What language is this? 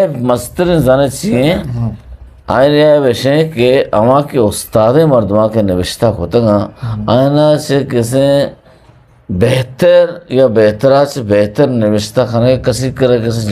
Eastern Balochi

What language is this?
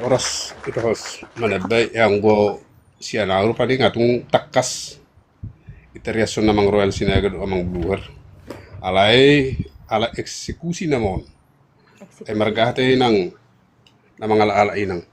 Batak Toba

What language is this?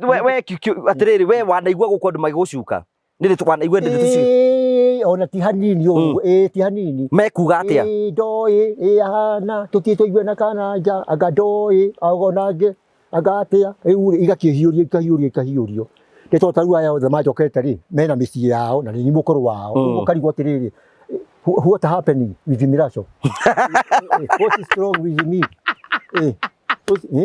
Kikuyu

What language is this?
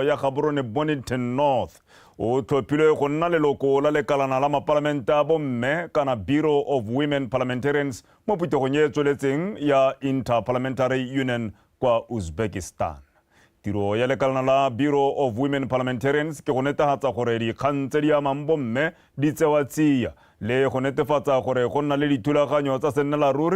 Tswana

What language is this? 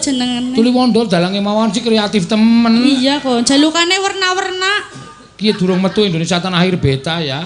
Javanese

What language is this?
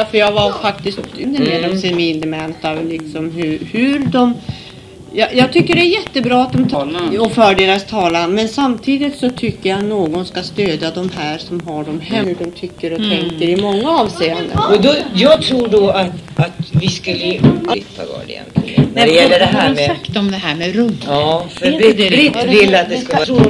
Swedish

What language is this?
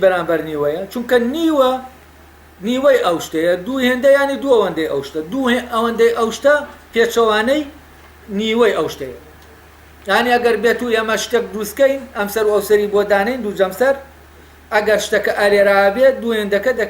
Central Kurdish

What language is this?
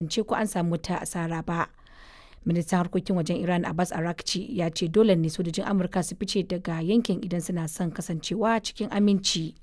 Hausa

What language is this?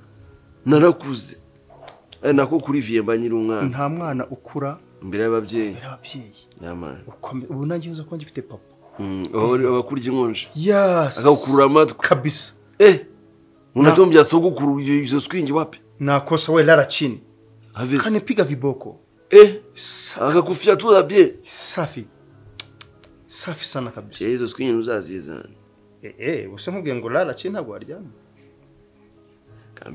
Kinyarwanda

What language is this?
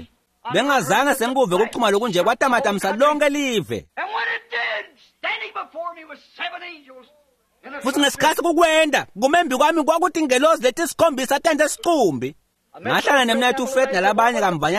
Swati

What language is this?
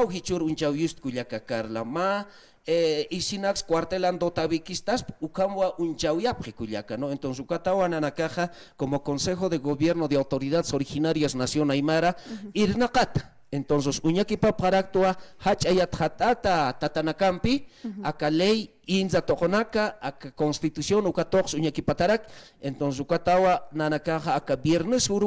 Aymara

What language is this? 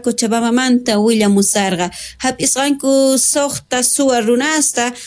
South Bolivian Quechua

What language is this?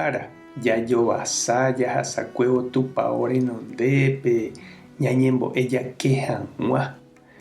Guarani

